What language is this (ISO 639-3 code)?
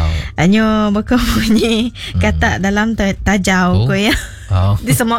iba